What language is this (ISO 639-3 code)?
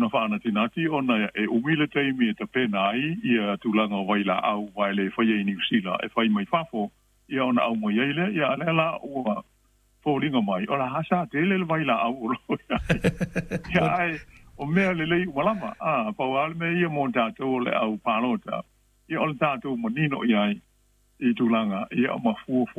smo